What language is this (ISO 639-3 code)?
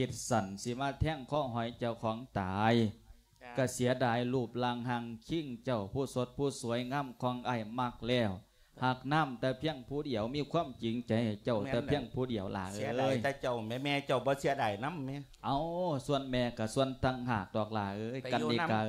lao